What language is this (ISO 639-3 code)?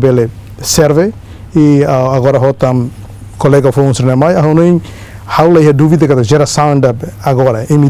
tet